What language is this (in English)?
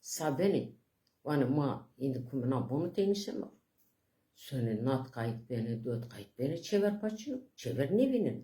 Zaza